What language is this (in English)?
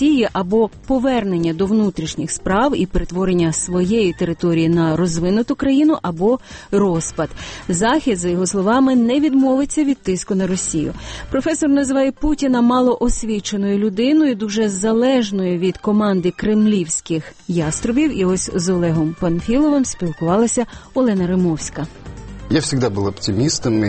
Ukrainian